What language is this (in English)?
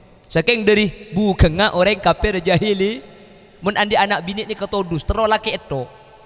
Madurese